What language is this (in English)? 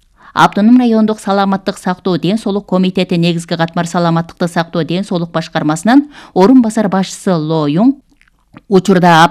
Kyrgyz